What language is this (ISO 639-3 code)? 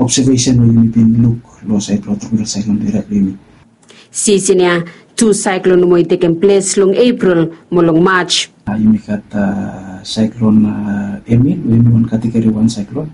bis